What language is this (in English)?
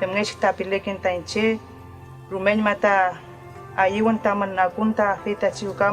Mapuche